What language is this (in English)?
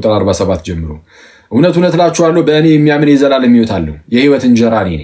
Amharic